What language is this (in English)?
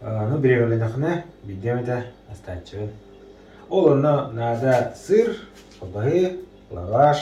Yakut